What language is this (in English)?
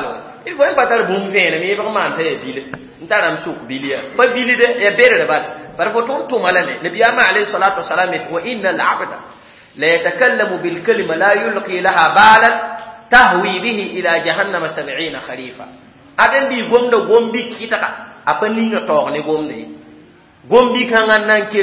Mossi